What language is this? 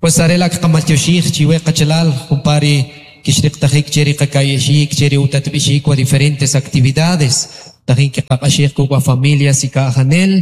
Kʼicheʼ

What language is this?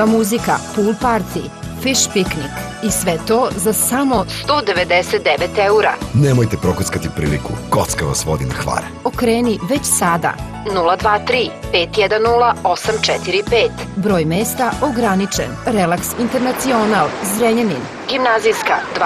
Serbian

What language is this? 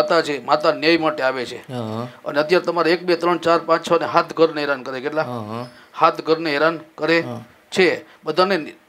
Gujarati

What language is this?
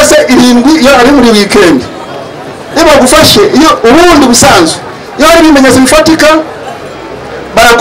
Kinyarwanda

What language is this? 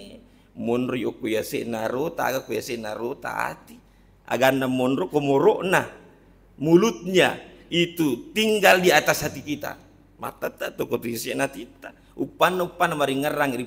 Buginese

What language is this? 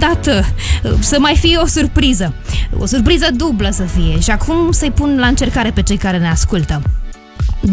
Romanian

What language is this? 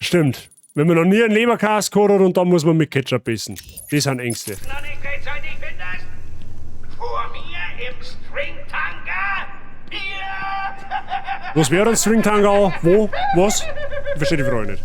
Bavarian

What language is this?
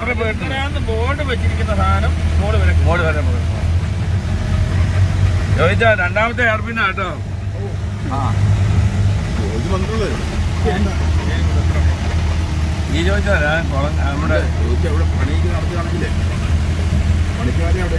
Malayalam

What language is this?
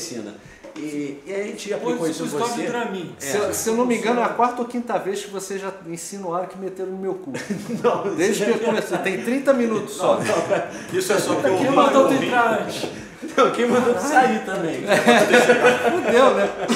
Portuguese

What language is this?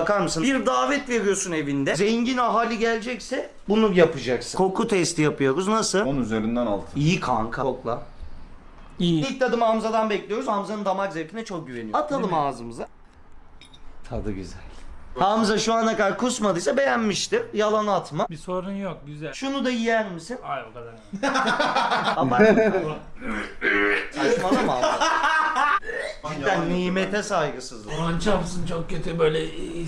Turkish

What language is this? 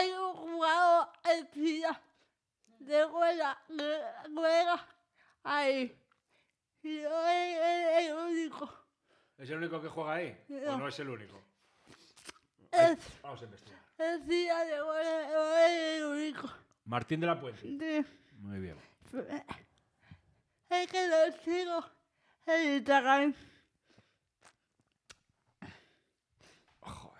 Spanish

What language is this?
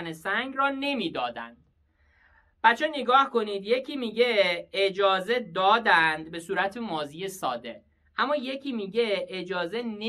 Persian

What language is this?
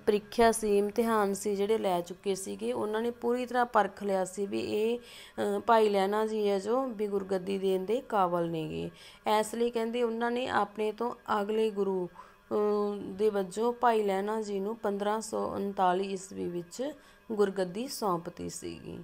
Punjabi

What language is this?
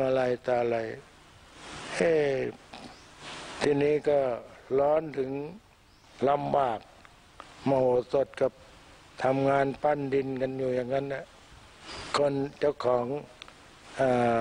Thai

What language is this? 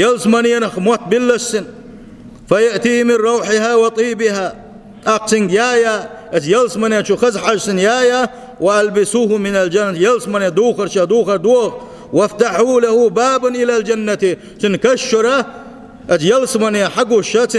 Chechen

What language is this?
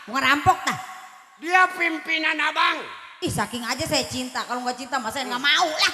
Betawi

